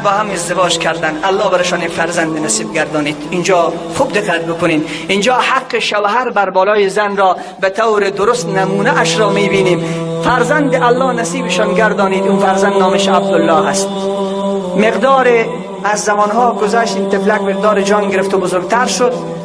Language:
Tajik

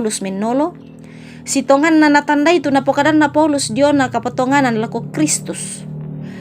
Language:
Toraja-Sa'dan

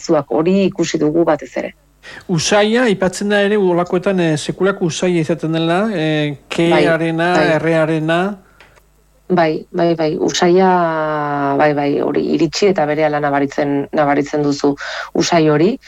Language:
Basque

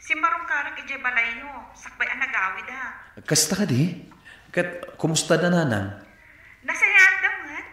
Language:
Iloko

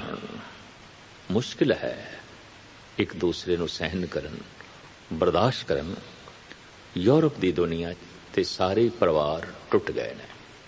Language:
Punjabi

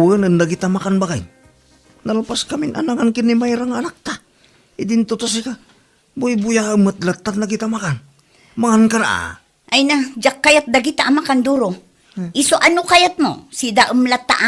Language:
Iloko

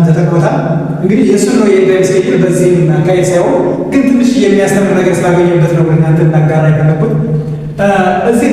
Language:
Amharic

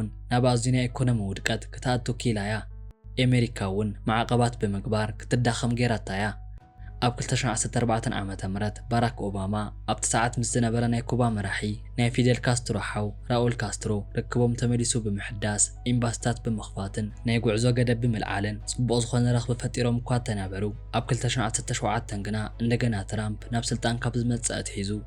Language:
Tigrinya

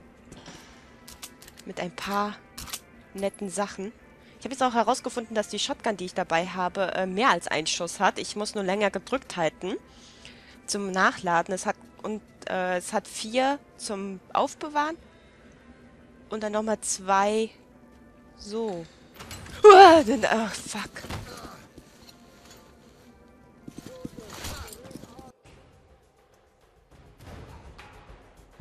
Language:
German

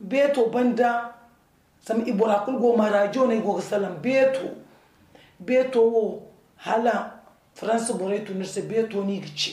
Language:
Zarma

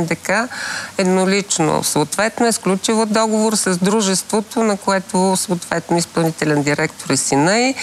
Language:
Bulgarian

